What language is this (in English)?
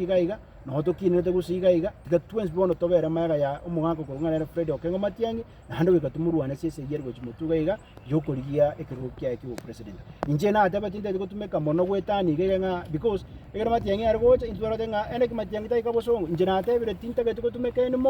Gusii